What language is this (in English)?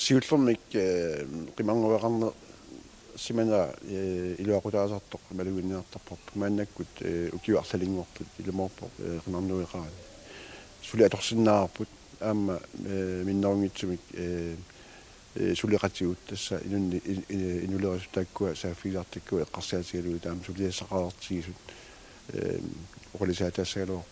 Kalaallisut